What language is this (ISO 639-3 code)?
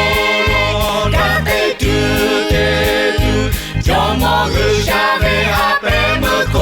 lhu